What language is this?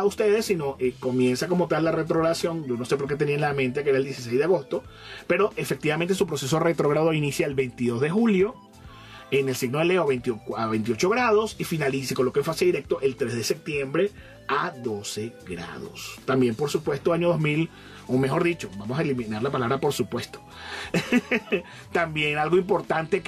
Spanish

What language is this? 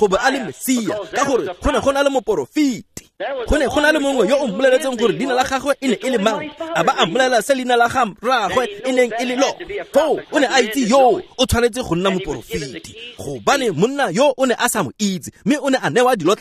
Tswana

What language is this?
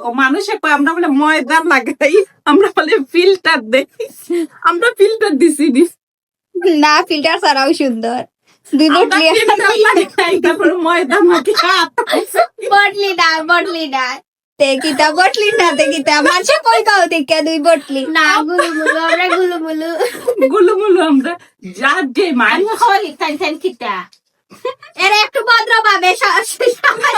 Sylheti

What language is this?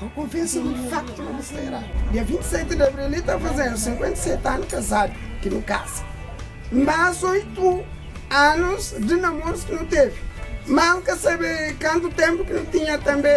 Kabuverdianu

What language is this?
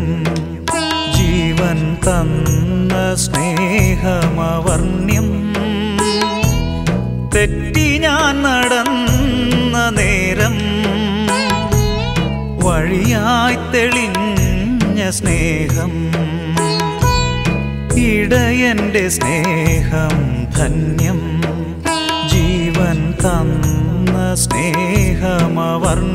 Malayalam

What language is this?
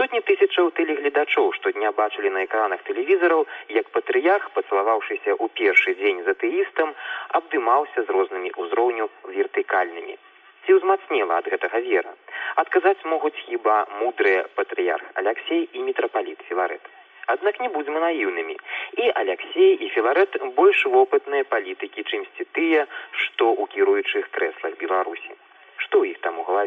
Belarusian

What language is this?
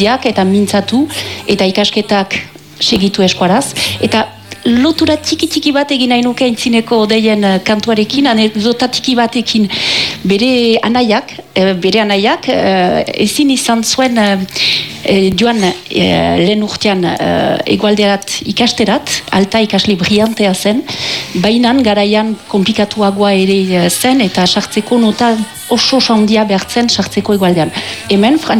Basque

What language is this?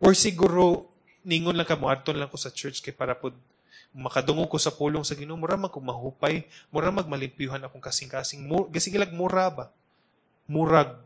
Cebuano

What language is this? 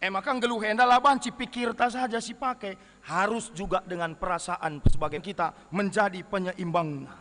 Batak Karo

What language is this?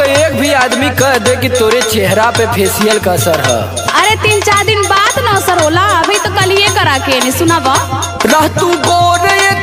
Bhojpuri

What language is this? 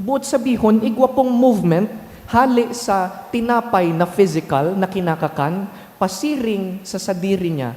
Bikol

